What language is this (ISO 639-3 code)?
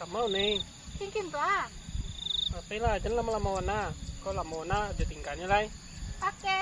min